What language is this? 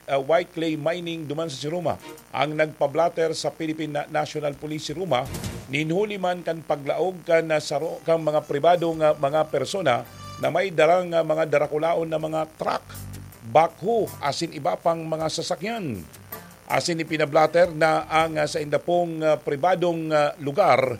Bikol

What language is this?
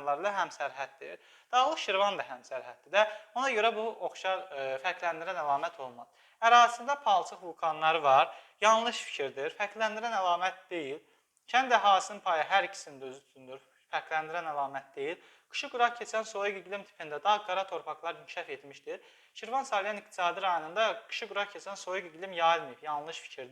Azerbaijani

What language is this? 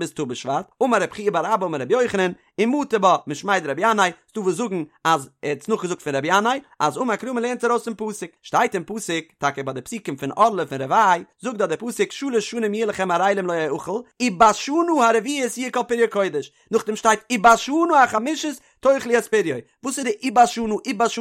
Yiddish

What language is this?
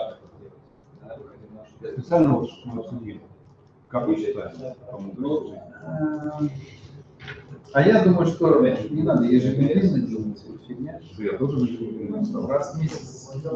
Russian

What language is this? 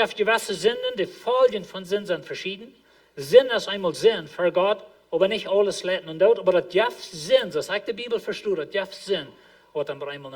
Plautdietsch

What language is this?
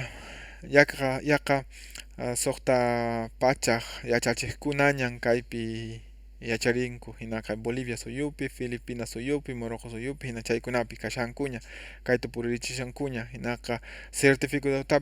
Quechua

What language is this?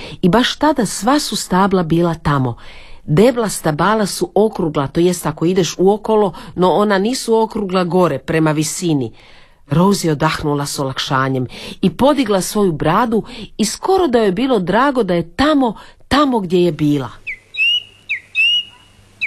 Croatian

